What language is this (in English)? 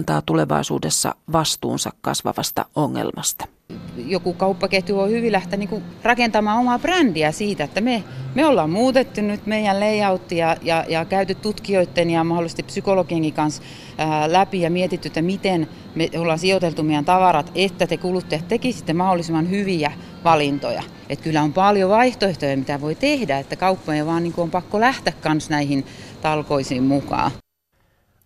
Finnish